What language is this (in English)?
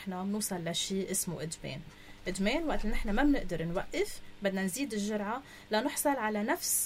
North Levantine Arabic